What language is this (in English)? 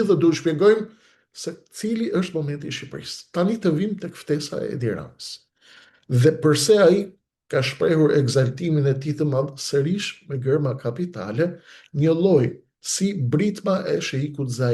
Albanian